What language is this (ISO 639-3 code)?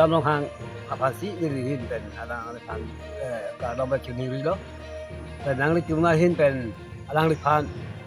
mjw